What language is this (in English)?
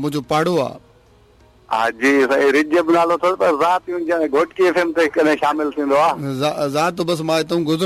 Sindhi